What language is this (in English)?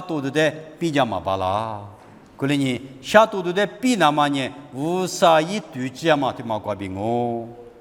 Lisu